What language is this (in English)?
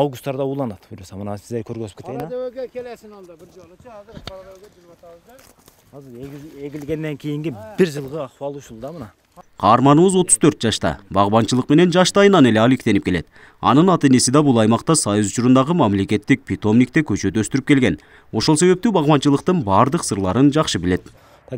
Kyrgyz